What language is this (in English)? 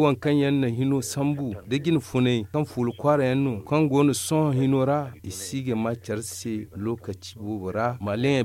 Zarma